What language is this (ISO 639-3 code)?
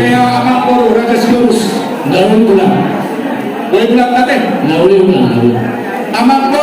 bbc